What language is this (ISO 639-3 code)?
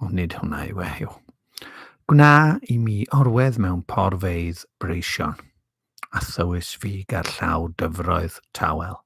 cym